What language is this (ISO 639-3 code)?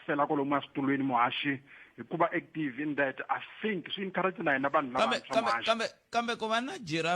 tso